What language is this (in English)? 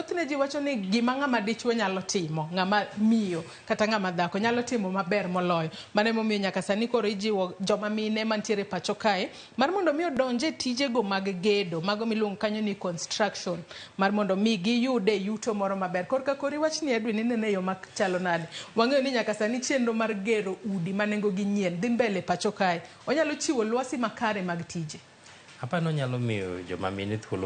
Luo (Kenya and Tanzania)